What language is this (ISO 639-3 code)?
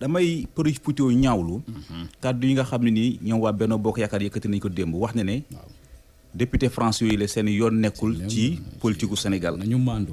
wol